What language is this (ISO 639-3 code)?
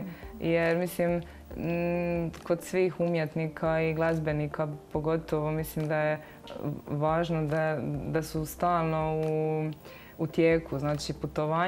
hrv